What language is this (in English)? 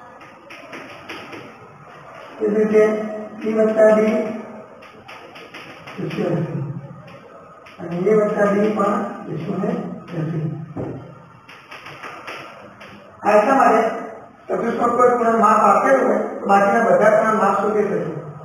Gujarati